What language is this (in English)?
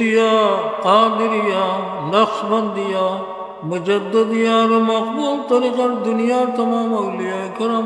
Sylheti